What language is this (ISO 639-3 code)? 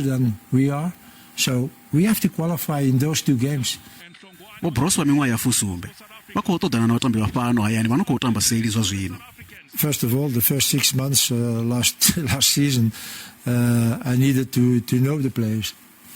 ven